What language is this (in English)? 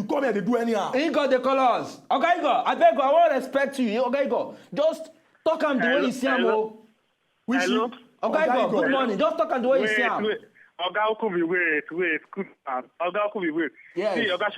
Nigerian Pidgin